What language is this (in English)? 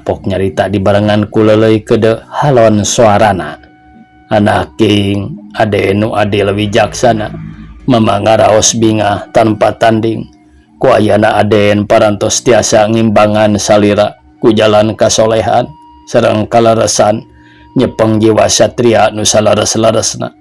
Sundanese